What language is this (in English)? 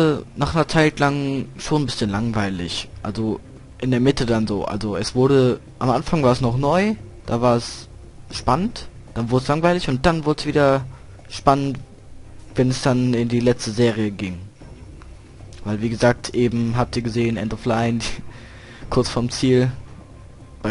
German